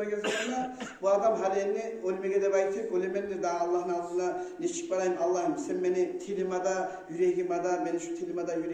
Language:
Kumyk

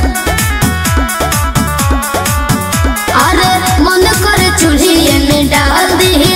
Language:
Bhojpuri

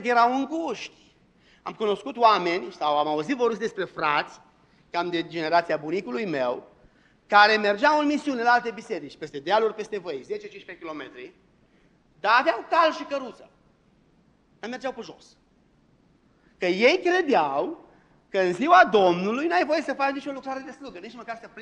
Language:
Romanian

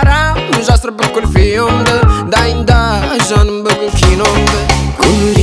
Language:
Kazakh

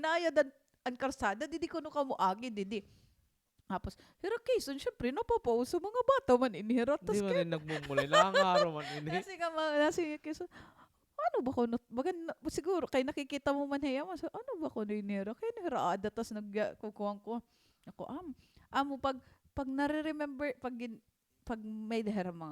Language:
Waray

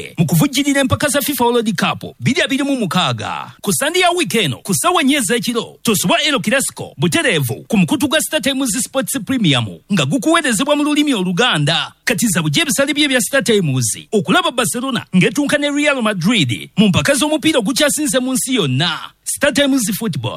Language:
Ganda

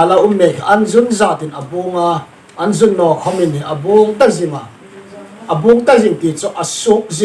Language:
Hmar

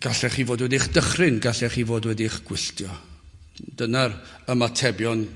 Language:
Welsh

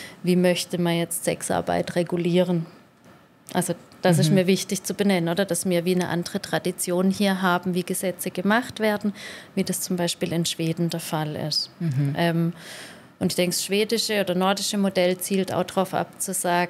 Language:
Swiss German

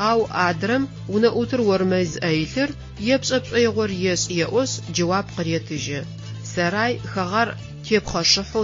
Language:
Adyghe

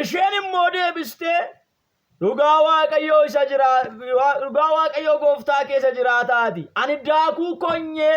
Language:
Oromo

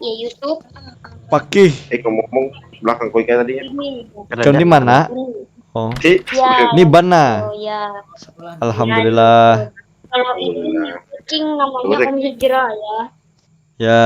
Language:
Banjar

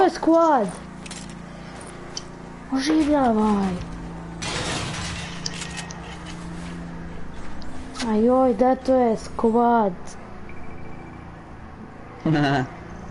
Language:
Croatian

